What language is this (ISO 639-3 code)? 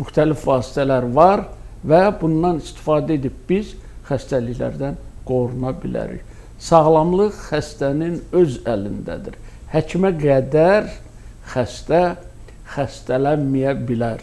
aze